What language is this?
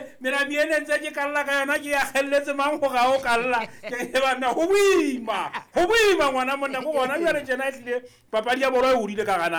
Southern Sotho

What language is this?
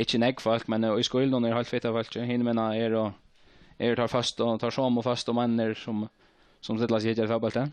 Faroese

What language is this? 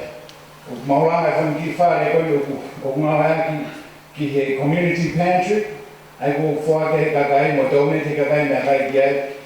Tongan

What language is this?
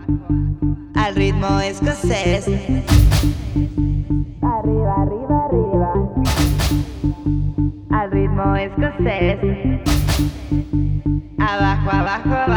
Spanish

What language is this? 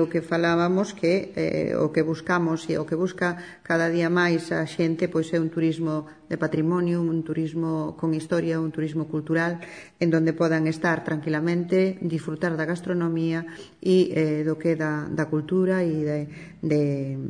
Galician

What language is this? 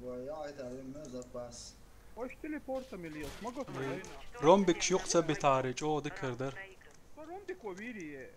Chechen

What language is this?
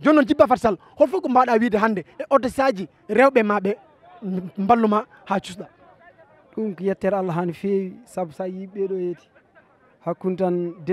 Fula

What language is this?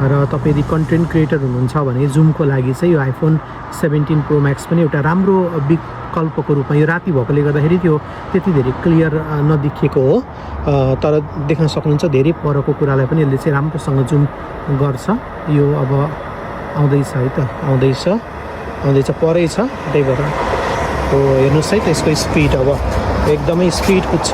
Nepali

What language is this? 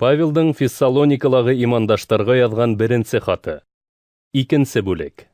Bashkir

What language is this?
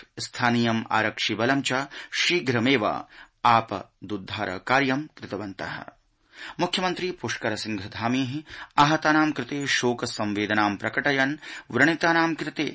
Sanskrit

